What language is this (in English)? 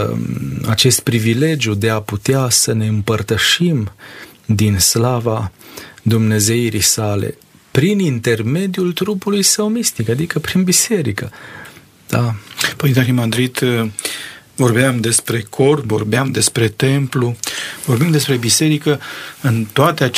Romanian